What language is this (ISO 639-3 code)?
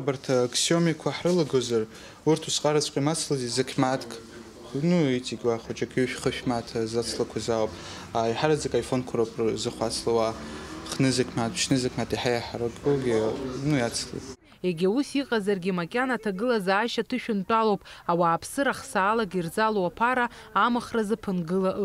abk